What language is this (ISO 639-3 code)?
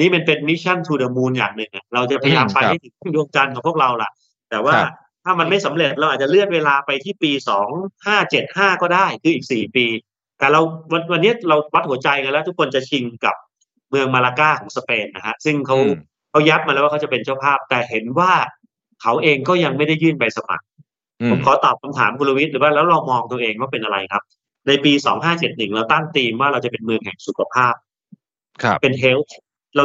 tha